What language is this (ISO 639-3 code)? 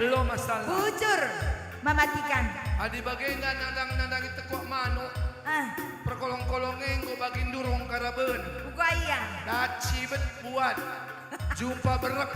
btx